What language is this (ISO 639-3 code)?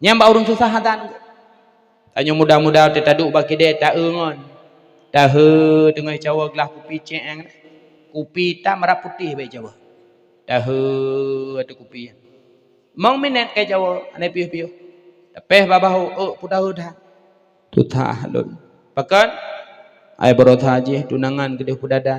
ace